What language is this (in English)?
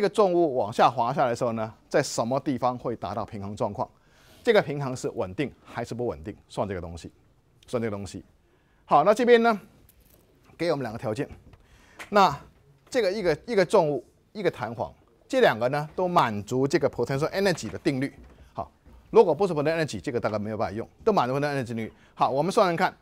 Chinese